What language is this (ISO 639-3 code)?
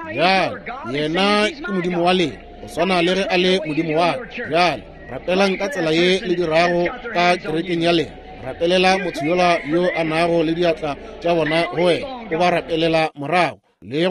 nso